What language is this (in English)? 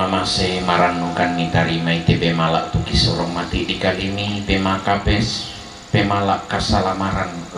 Toraja-Sa'dan